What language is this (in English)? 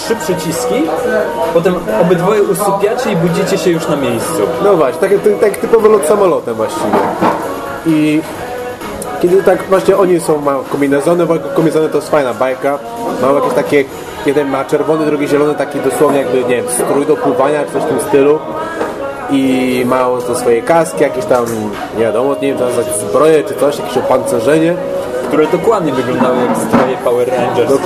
Polish